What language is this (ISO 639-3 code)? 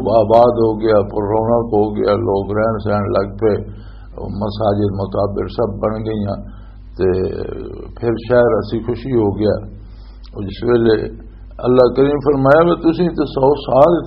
lah